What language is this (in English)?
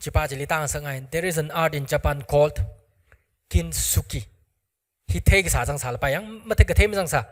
Tangkhul Naga (India)